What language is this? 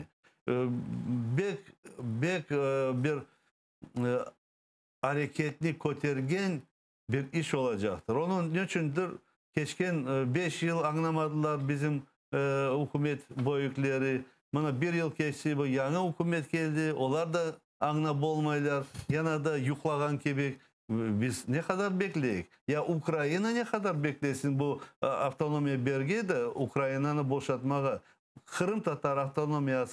Crimean Tatar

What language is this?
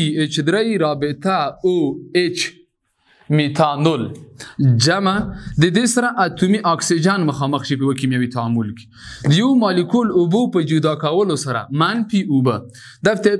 Pashto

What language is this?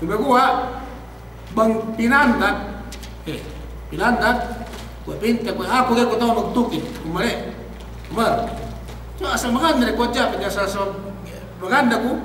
Yakan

